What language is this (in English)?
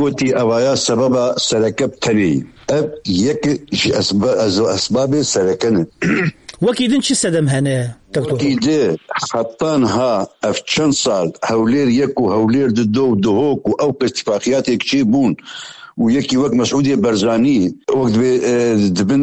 Kurdish